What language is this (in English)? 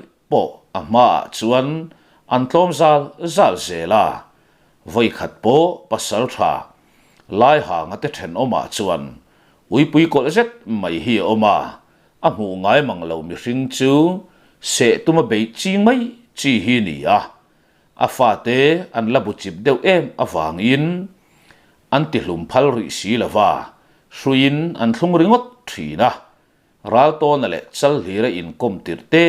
Mizo